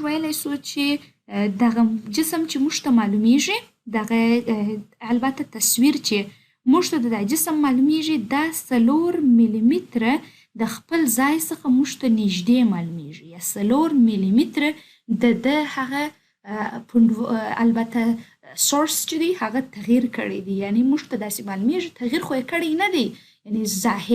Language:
Pashto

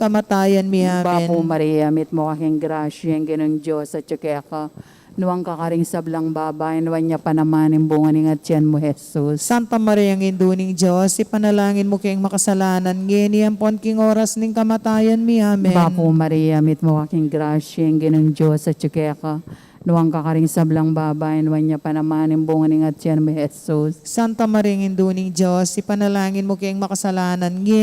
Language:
Pampanga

